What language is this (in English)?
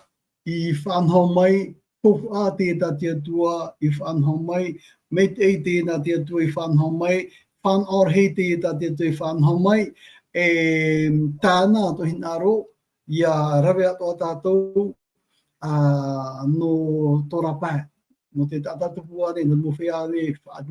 Tahitian